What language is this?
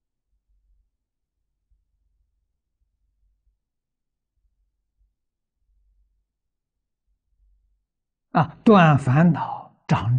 Chinese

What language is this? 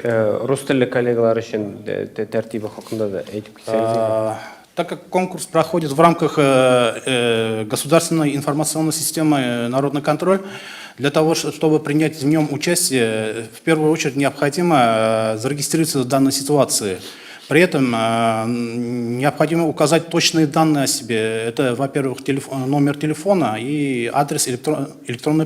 Tatar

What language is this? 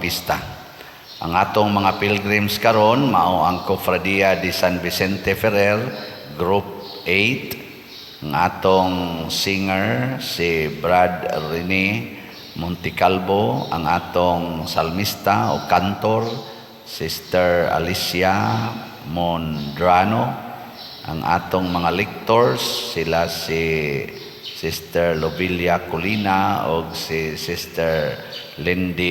Cebuano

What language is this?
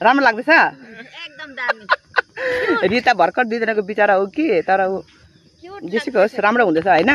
Nepali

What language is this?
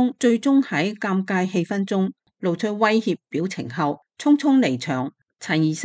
Cantonese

